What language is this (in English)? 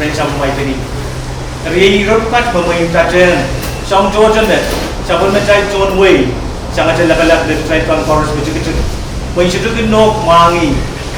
Pohnpeian